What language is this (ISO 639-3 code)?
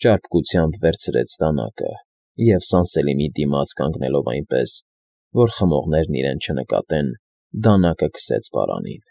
hye